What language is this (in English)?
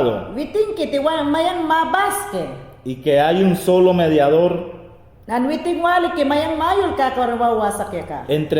Mayangna